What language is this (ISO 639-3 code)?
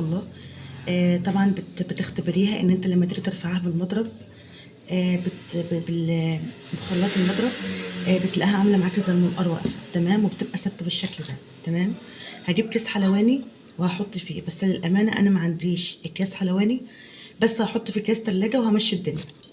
arz